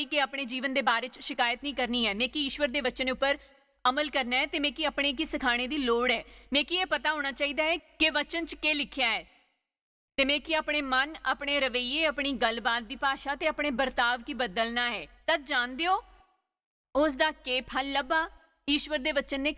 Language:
Dogri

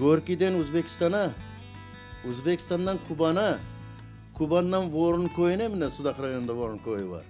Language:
Crimean Tatar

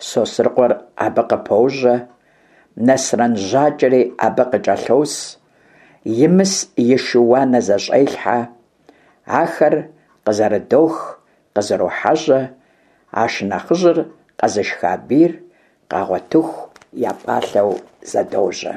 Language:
Kabardian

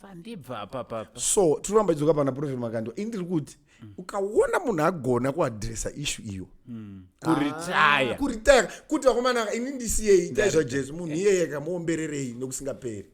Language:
Shona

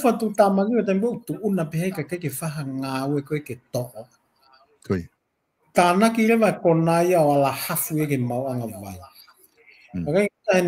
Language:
Tongan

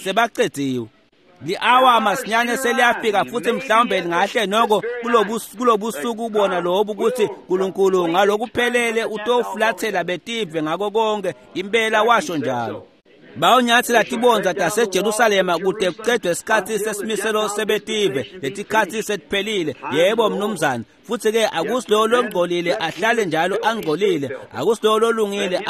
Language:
Swati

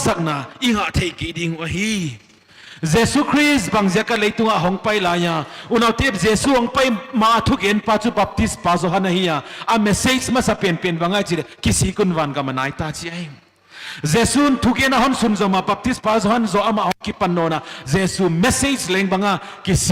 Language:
Paite Chin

